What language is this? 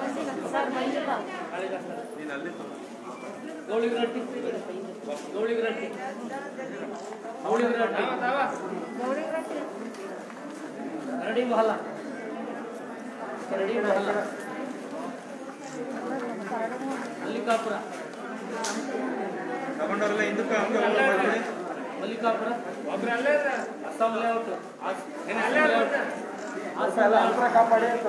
Kannada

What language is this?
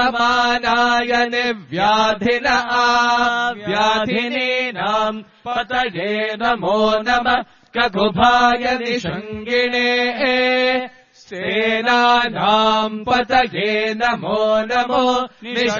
Sanskrit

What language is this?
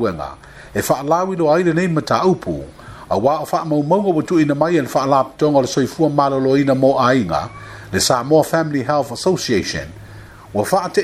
Samoan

